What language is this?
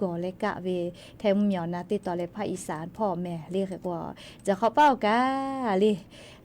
Lahu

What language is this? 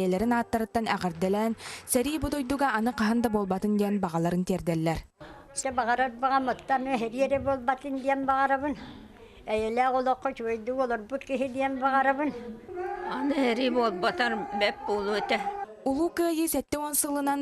Yakut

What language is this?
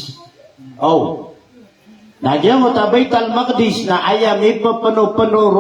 Maranao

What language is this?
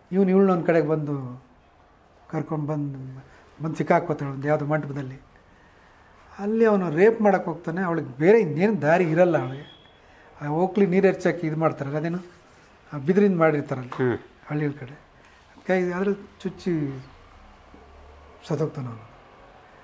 Kannada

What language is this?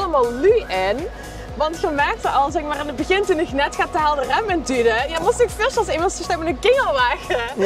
Limburgish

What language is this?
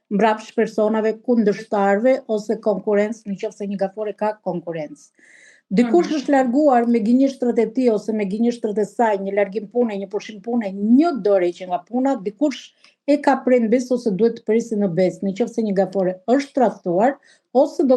Albanian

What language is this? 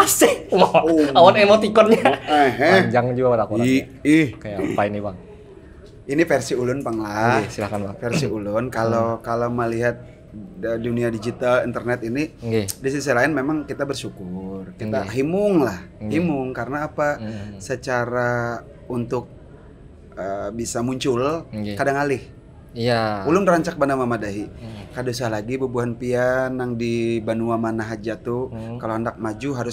Banjar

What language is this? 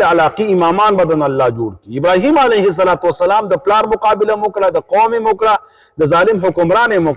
Pashto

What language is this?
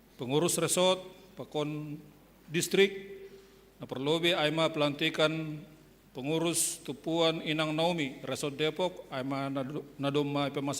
Batak Simalungun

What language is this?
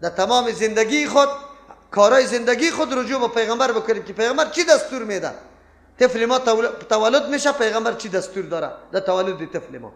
Persian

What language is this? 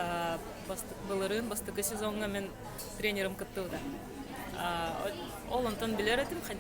Yakut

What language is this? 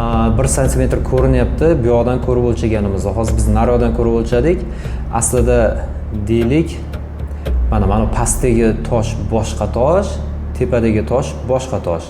Uzbek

